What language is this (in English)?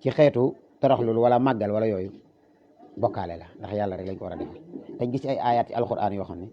Wolof